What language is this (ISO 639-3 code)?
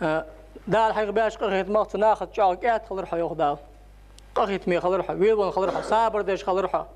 inh